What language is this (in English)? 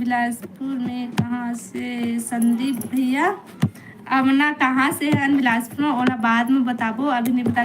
Chhattisgarhi